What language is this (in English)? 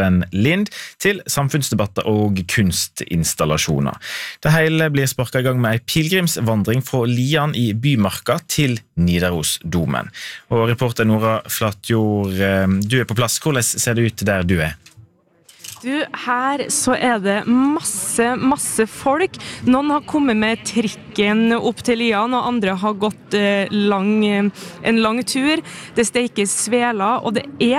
Norwegian